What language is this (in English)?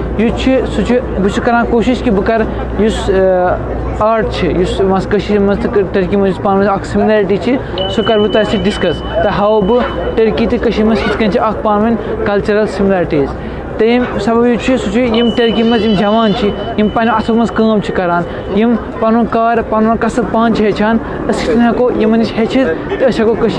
Kashmiri